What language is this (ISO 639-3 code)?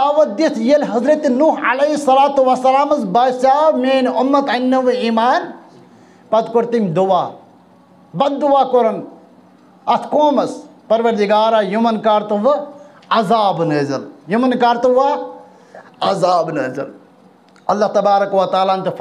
kas